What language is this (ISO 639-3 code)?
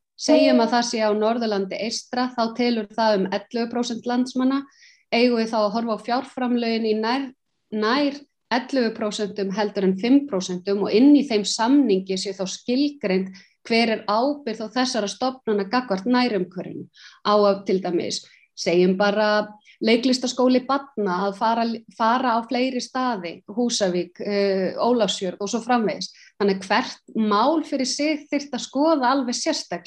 isl